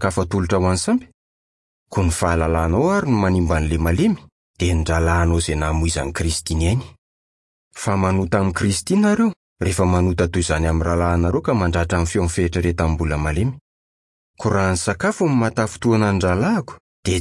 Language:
Malagasy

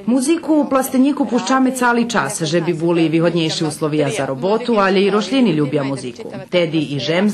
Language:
Rusyn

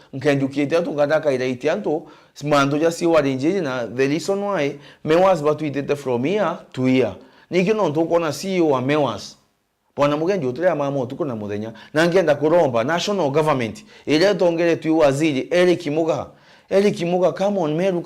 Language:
Meru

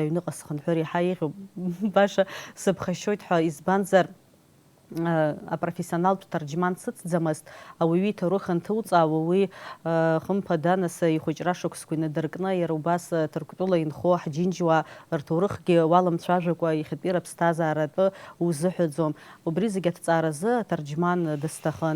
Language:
Abkhazian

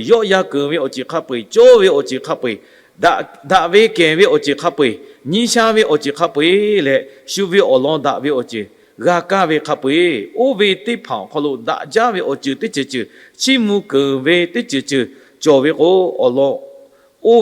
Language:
Lahu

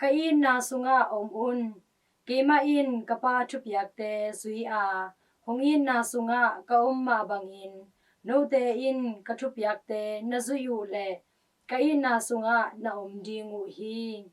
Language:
Tedim Chin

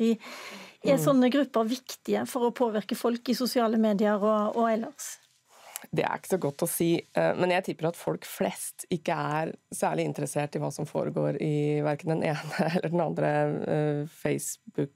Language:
Norwegian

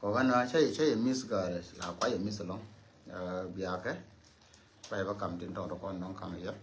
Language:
Nuer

